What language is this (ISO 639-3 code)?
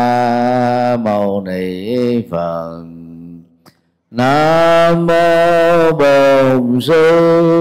vie